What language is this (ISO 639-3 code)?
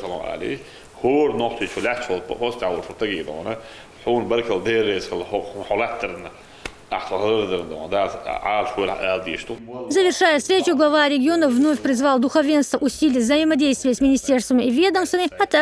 che